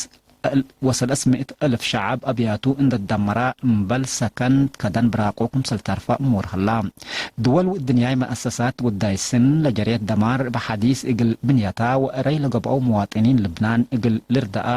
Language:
Tigre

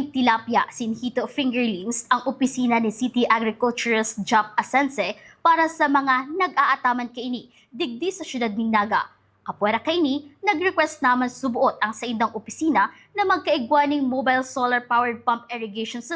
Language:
Bikol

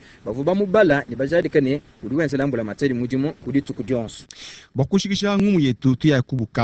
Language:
Luba-Lulua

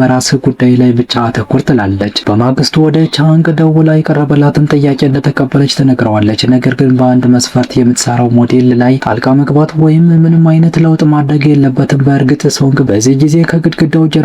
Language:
Amharic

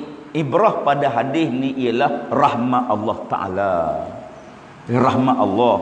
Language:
Malay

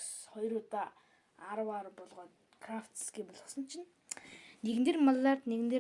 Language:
Mongolian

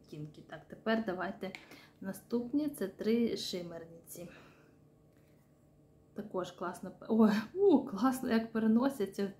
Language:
Ukrainian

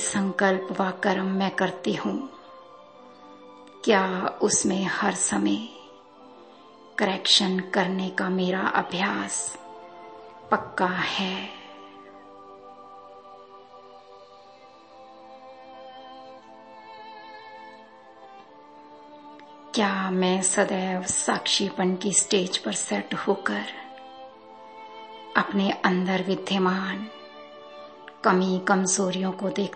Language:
Hindi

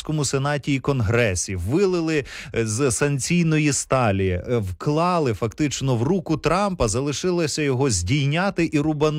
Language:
Ukrainian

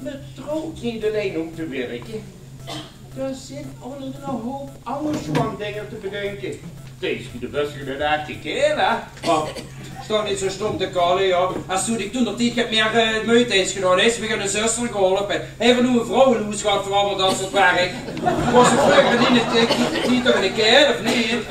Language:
Limburgish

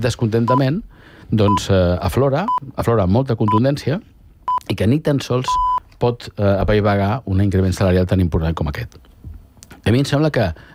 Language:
Catalan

